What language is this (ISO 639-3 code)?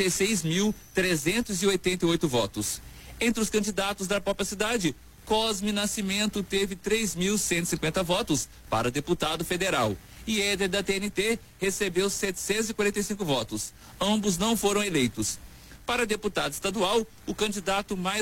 por